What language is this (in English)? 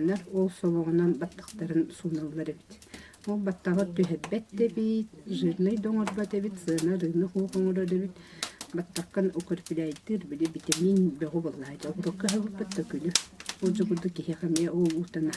Yakut